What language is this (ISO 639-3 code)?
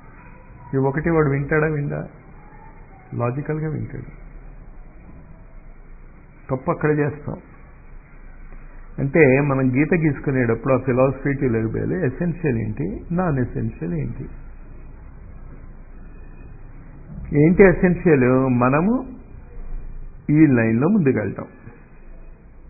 tel